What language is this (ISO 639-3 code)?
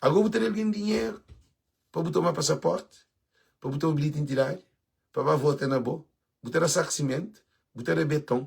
kea